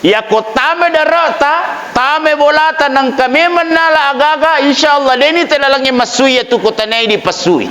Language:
Buginese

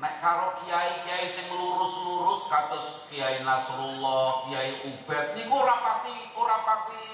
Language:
Javanese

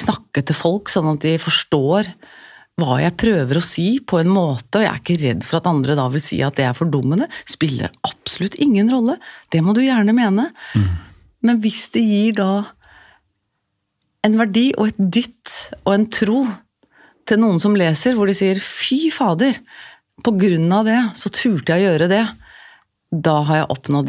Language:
Norwegian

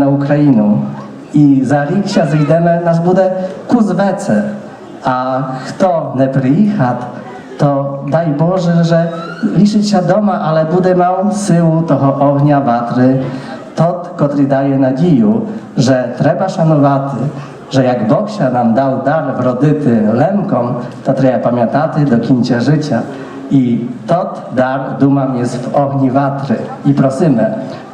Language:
Rusyn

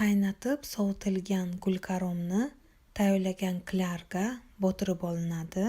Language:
Uzbek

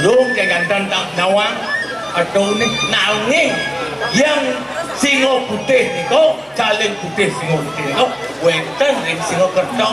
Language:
Balinese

